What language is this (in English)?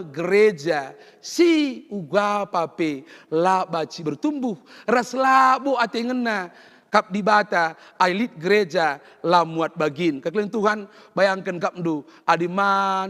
Batak Karo